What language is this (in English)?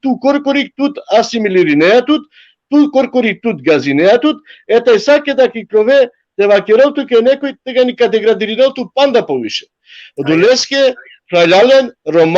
Balkan Romani